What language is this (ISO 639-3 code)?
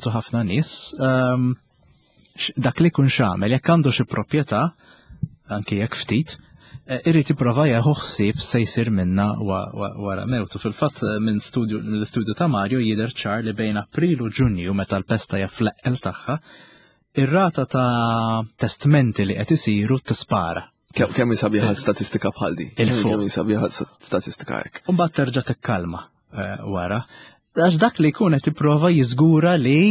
mlt